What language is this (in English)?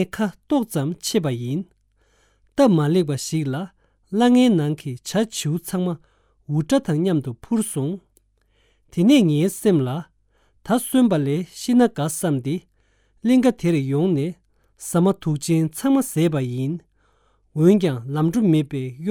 Tibetan